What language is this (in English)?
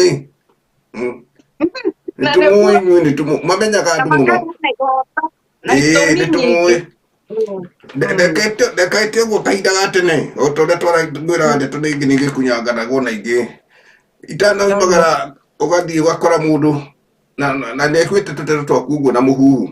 Kikuyu